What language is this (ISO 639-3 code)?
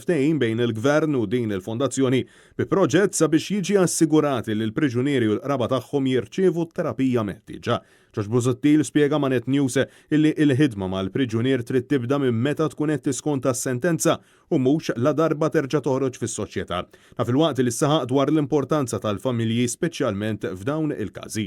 mlt